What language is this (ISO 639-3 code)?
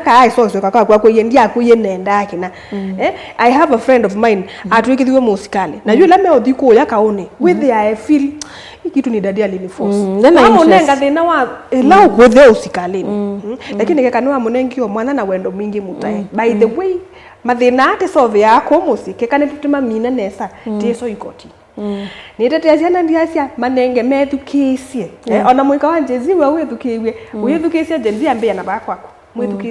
kam